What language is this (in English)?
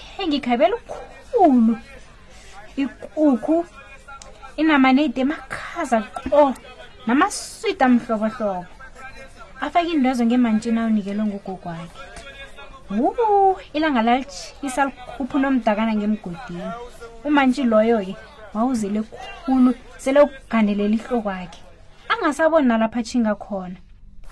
South Ndebele